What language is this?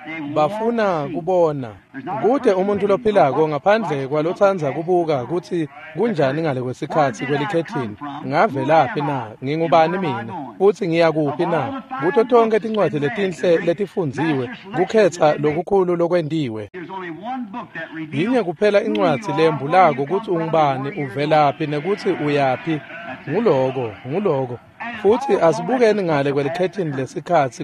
Swati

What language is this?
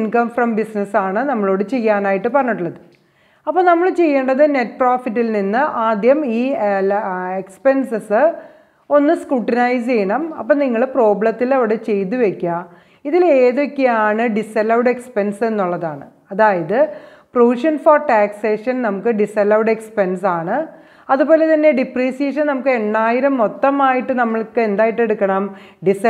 Malayalam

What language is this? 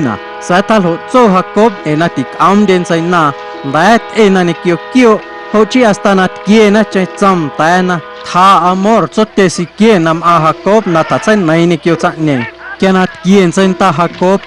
Guerrero Amuzgo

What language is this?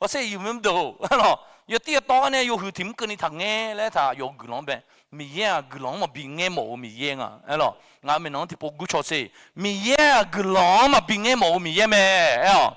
Akha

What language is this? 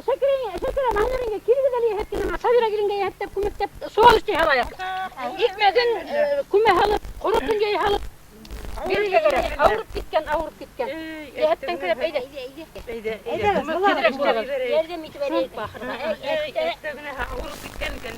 Bashkir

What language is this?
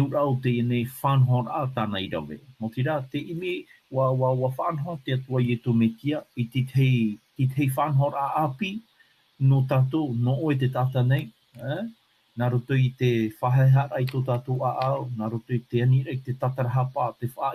Tahitian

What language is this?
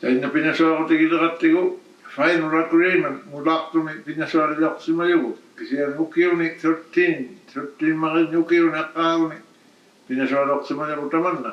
Inuktitut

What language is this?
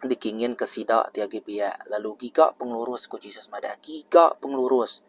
Iban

